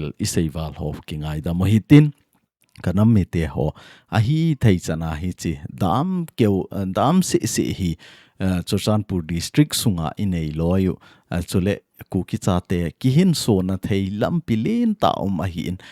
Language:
Thado Chin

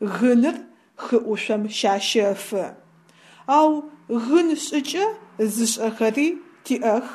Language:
Adyghe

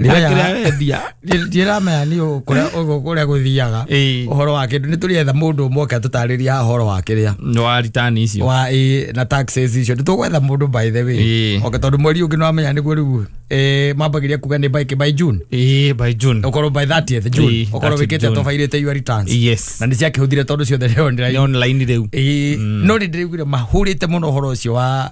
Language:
Kikuyu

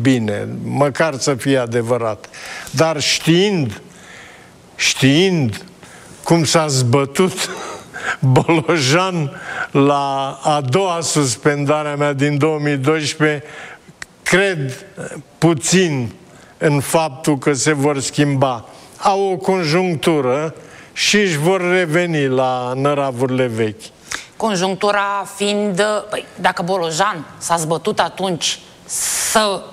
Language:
Romanian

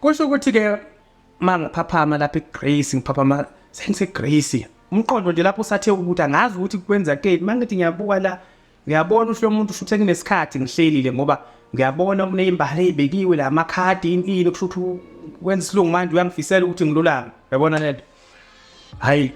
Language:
Zulu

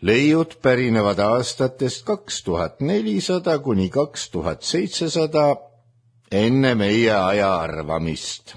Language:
Estonian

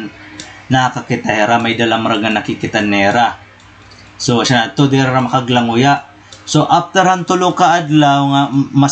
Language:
Waray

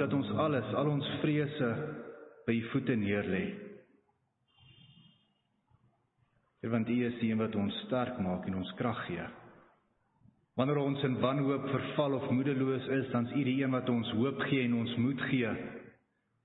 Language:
Afrikaans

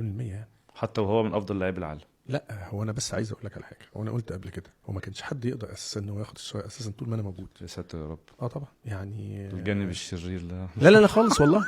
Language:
Egyptian Arabic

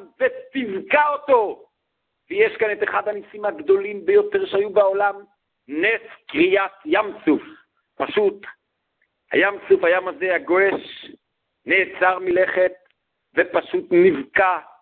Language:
Hebrew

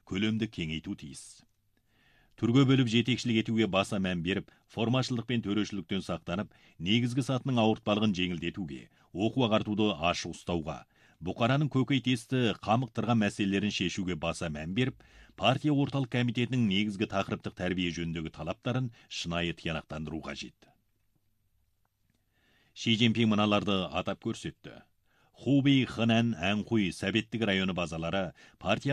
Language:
Kazakh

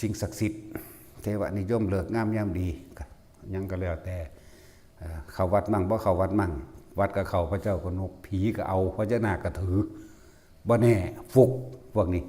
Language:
Northeastern Thai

